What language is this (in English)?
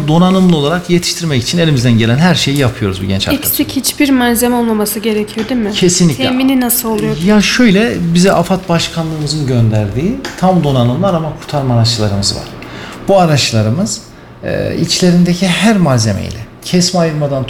Turkish